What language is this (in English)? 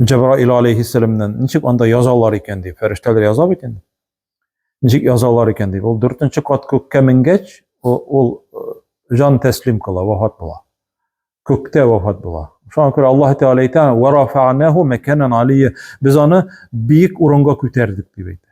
Tatar